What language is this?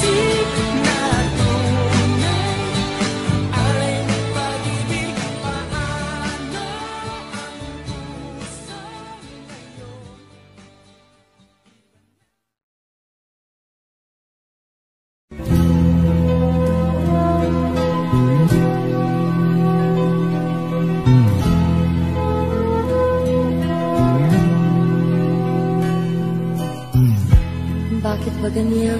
Filipino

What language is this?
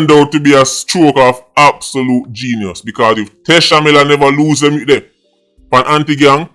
Jamaican Creole English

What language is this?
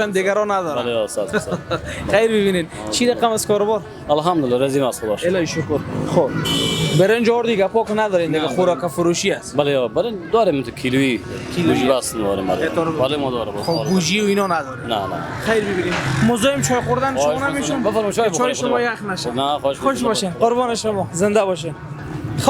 Persian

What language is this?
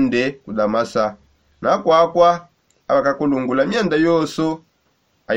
Songe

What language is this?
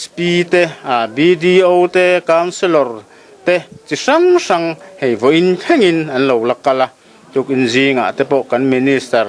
Mizo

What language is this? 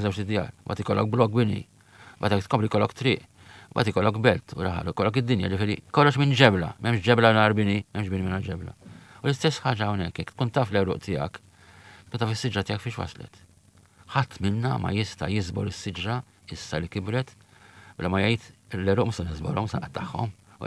Maltese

